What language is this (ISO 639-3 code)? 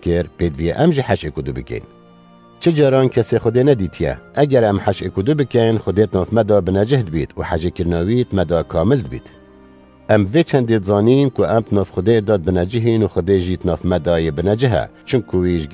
kur